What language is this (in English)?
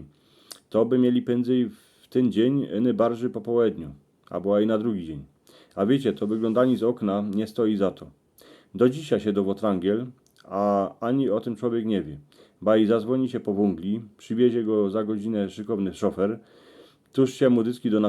Silesian